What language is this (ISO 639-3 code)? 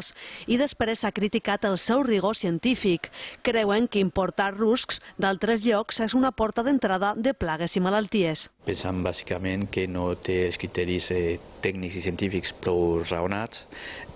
cat